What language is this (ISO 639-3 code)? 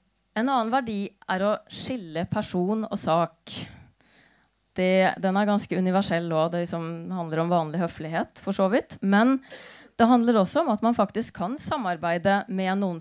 nor